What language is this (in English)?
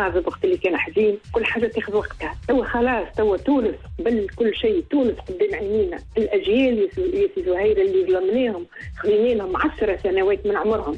Tunisian Arabic